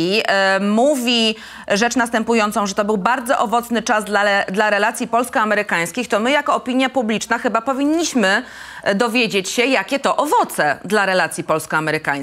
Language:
Polish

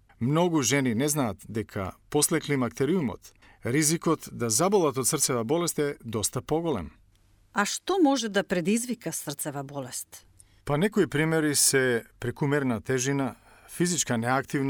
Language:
Macedonian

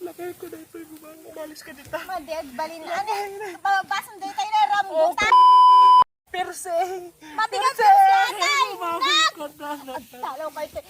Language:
Iloko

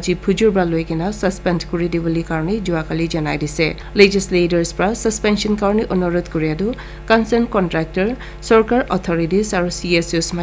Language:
Naga Pidgin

